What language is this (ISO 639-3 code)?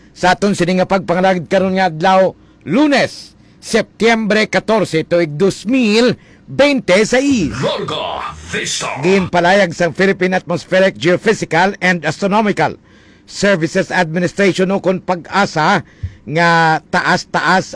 hil